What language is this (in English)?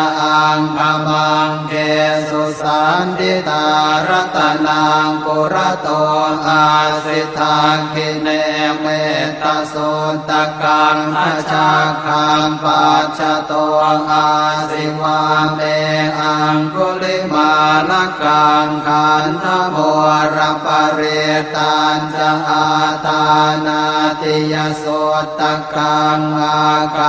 Pali